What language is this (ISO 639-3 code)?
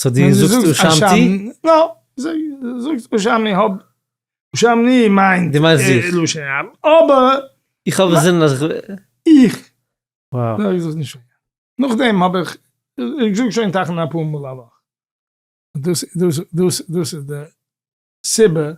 yid